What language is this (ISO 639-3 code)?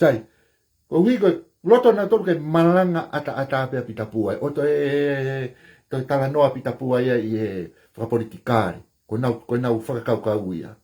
ton